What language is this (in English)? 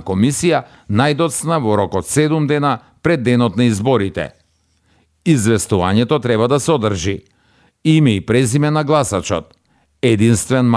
Macedonian